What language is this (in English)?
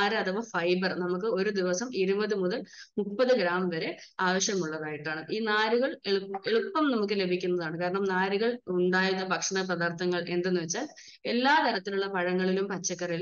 Malayalam